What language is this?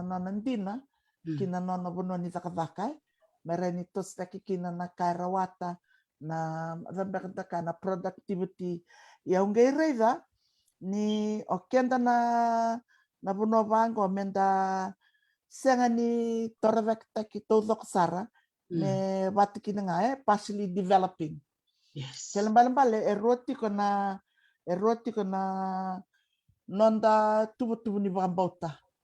Fijian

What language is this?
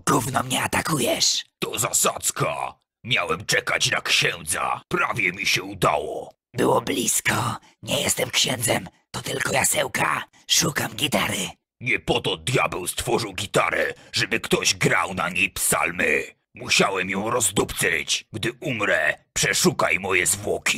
Polish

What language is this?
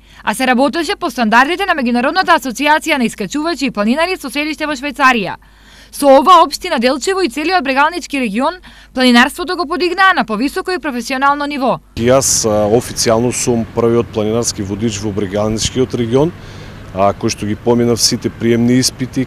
Macedonian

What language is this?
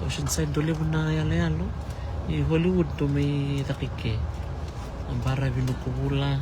Fijian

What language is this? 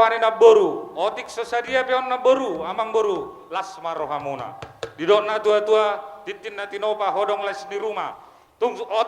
Batak Toba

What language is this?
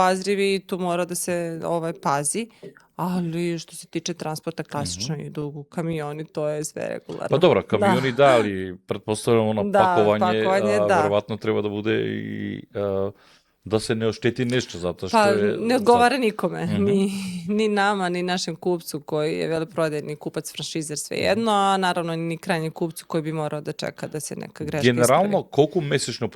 Macedonian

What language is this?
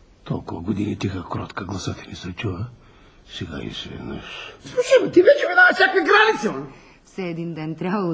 Bulgarian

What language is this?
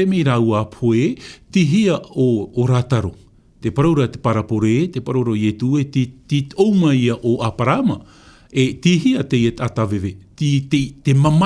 Tahitian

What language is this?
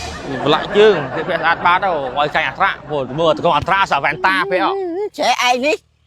Khmer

